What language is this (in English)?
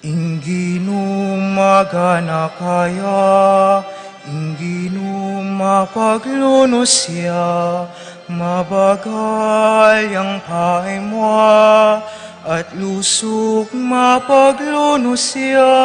Pampanga